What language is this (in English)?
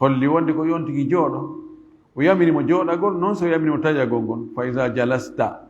Fula